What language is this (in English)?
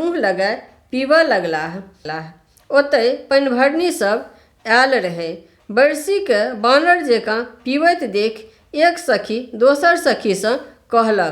Maithili